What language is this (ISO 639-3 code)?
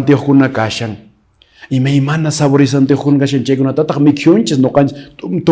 que